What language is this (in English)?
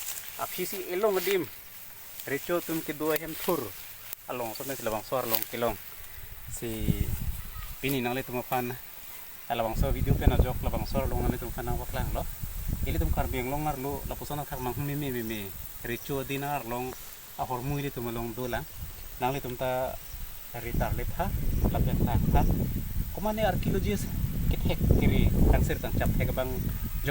Karbi